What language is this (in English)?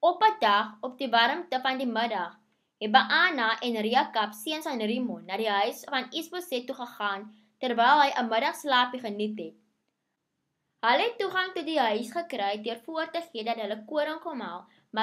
Afrikaans